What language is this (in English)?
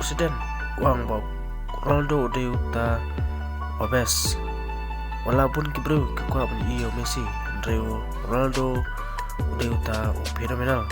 Khasi